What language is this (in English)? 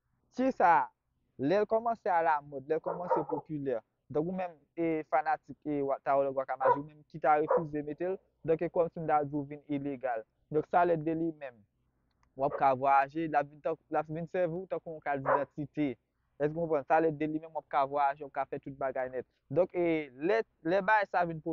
Haitian Creole